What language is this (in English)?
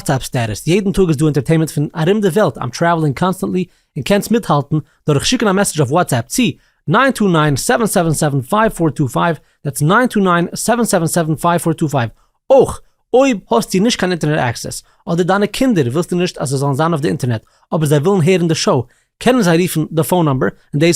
Yiddish